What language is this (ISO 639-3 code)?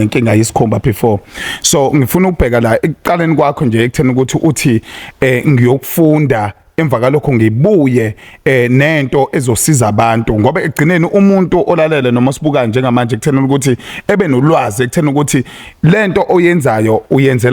zul